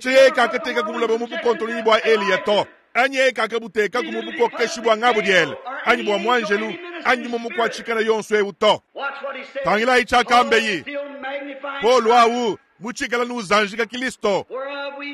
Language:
Luba-Lulua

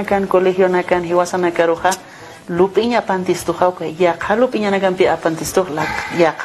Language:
Aymara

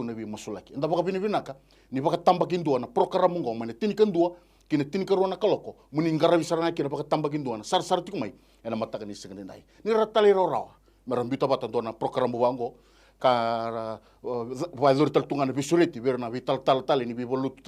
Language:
Fijian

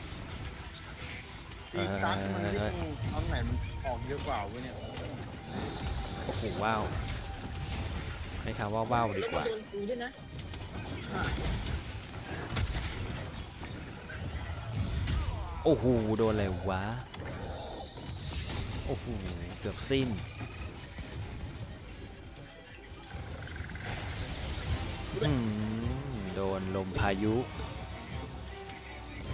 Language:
Thai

